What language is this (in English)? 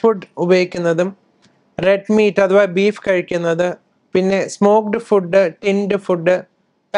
Malayalam